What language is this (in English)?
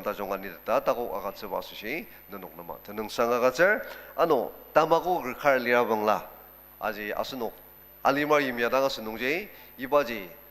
Ao Naga